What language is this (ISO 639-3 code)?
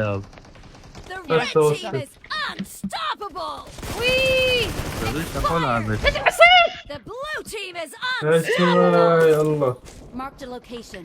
acm